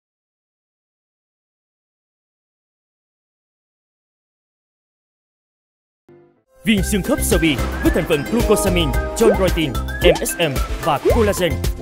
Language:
Vietnamese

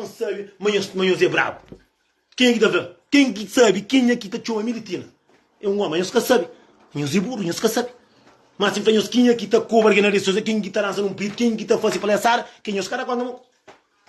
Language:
Kabuverdianu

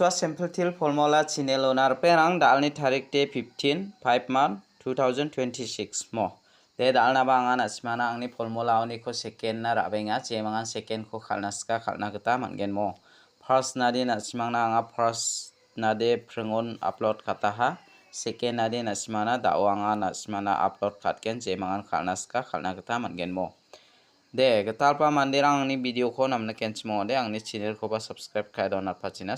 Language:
Garo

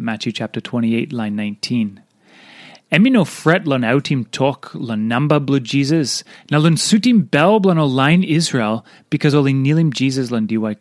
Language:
Tok Pisin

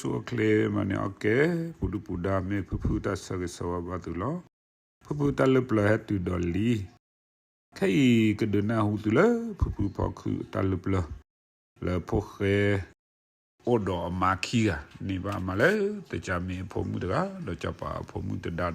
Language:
S'gaw Karen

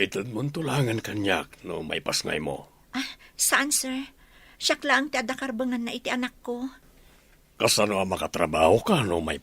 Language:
Iloko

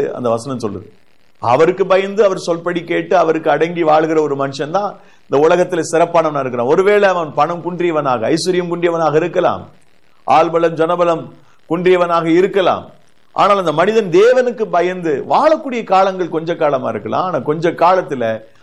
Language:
Tamil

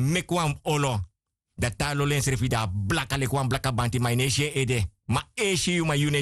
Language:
Sranan Tongo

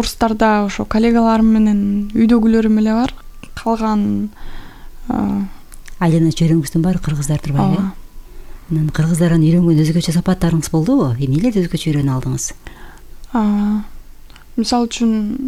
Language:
Kyrgyz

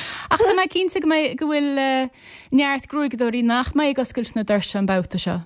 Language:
Irish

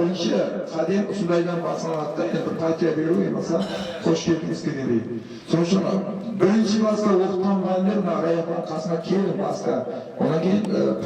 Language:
Kara-Kalpak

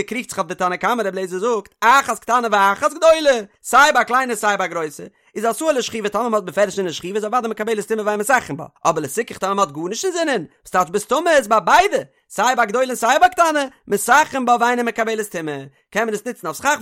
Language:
Yiddish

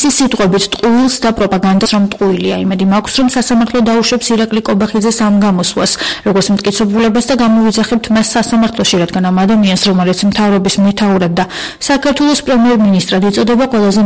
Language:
Georgian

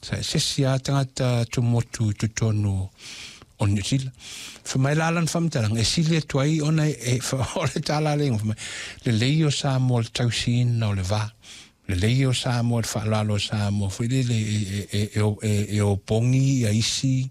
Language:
Samoan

